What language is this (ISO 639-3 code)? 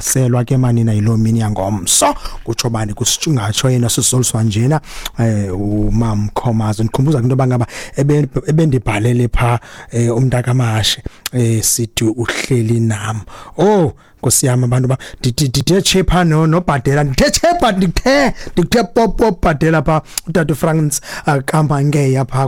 xho